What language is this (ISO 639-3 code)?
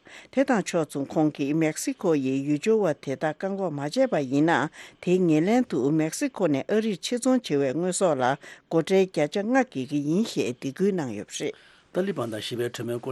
bod